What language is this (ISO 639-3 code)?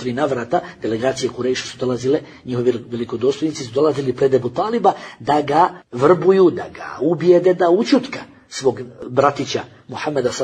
bos